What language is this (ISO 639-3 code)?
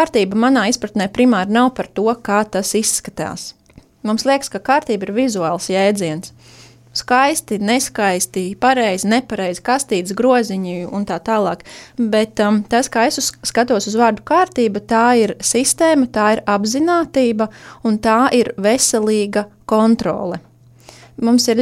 lav